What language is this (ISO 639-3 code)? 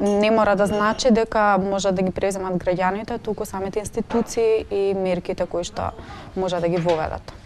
mkd